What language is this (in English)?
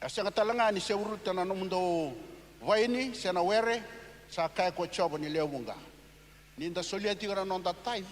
Fijian